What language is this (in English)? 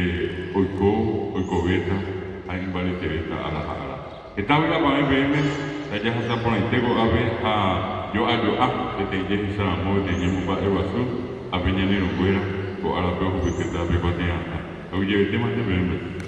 Guarani